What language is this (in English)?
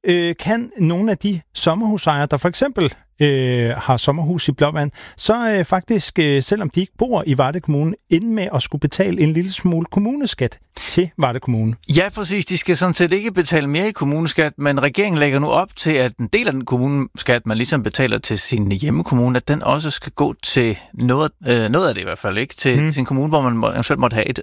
Danish